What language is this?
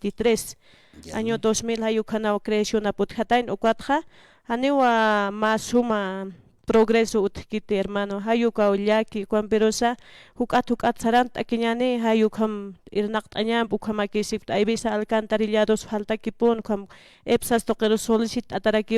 Aymara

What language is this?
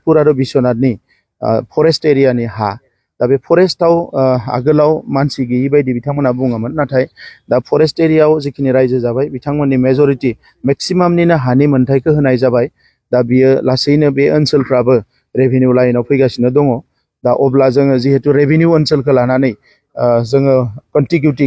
Bodo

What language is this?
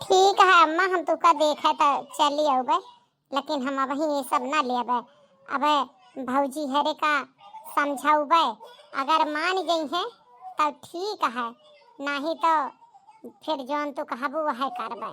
Awadhi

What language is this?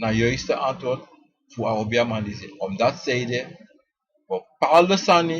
Sranan Tongo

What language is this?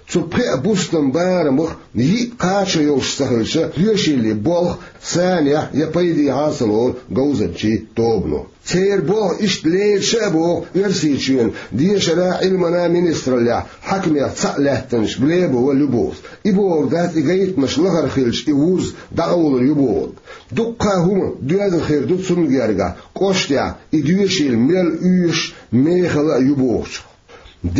Chechen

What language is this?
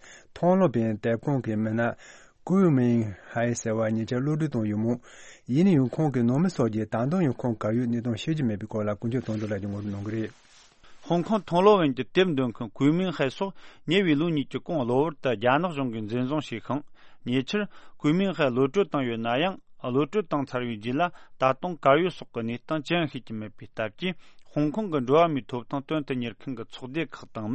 Tibetan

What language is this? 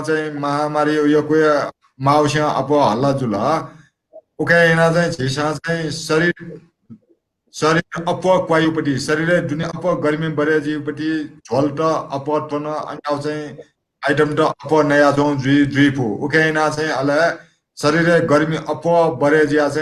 Newari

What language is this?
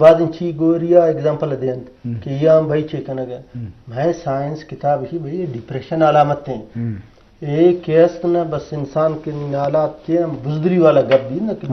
Eastern Balochi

